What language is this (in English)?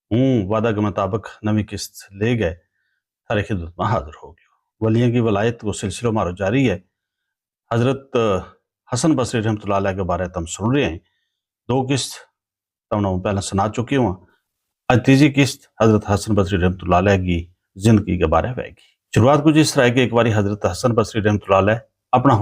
Gujari